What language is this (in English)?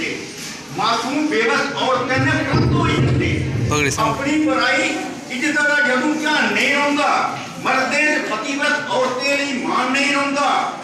Dogri